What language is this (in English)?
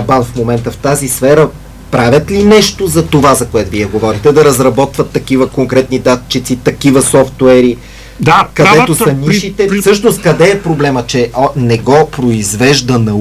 Bulgarian